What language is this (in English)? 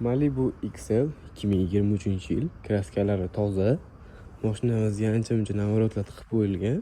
Uzbek